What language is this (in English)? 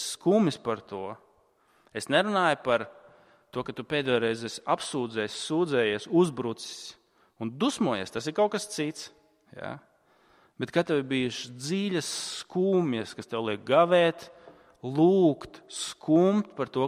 Latvian